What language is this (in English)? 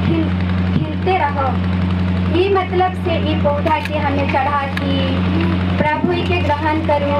Sadri